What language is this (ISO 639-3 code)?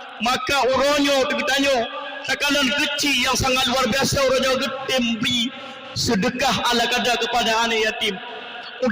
ace